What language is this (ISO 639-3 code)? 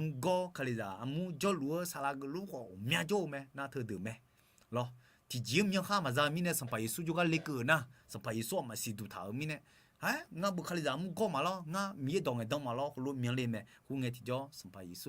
ahk